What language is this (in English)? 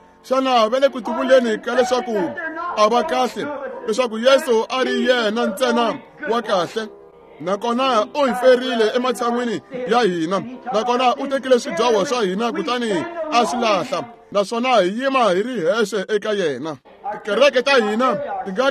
Tsonga